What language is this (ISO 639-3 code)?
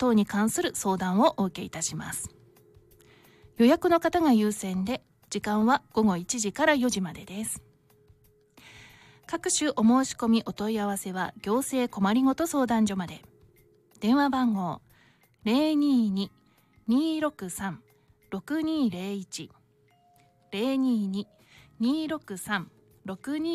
jpn